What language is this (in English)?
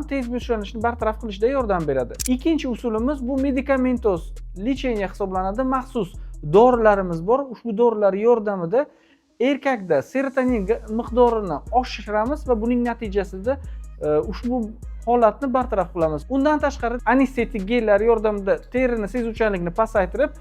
Uzbek